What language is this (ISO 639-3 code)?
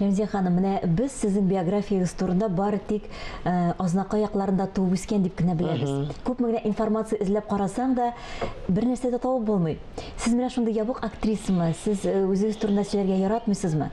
tat